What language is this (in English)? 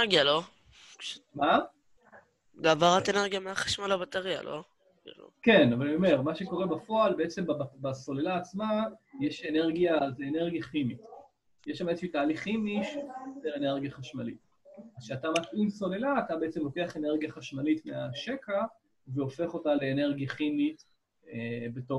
Hebrew